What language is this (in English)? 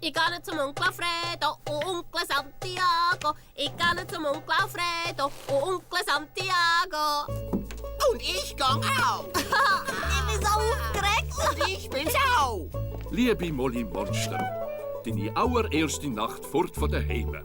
Swiss German